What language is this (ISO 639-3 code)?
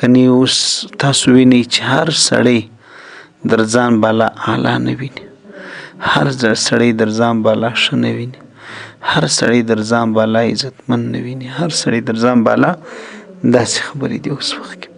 pus